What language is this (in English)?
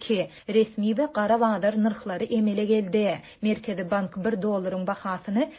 Turkmen